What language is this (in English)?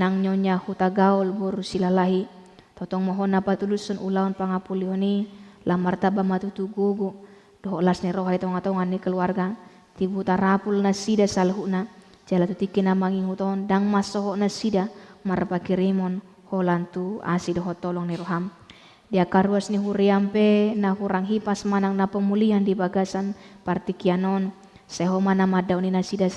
Batak Toba